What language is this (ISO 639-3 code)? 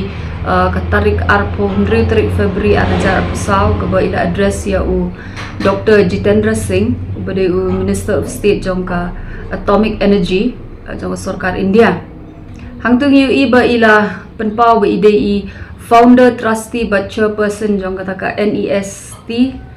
kha